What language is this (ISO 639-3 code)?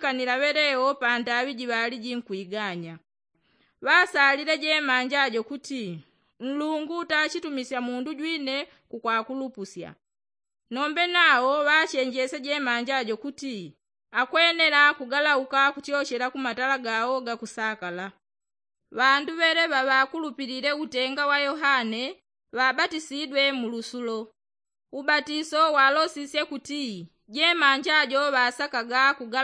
yao